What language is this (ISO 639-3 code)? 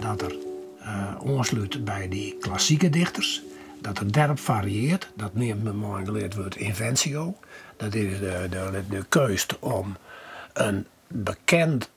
fry